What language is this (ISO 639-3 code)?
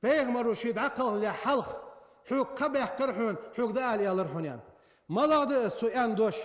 inh